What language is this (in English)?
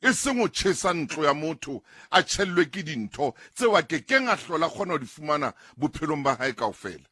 Southern Sotho